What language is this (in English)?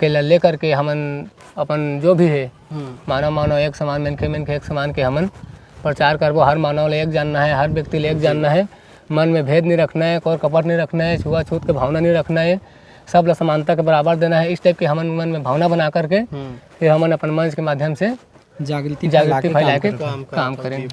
Chhattisgarhi